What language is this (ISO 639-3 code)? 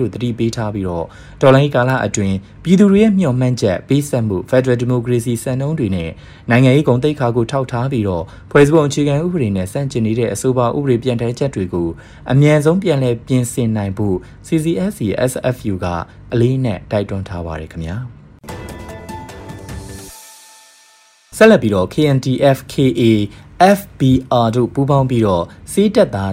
mya